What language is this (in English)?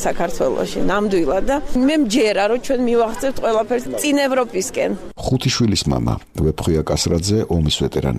Georgian